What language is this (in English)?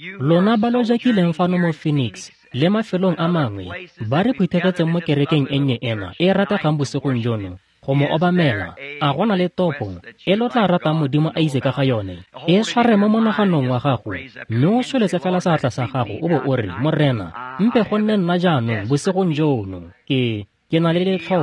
Tswana